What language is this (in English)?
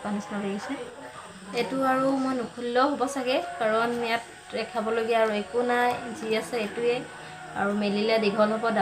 Assamese